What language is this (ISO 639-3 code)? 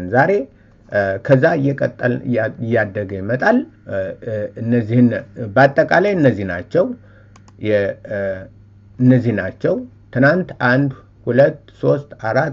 amh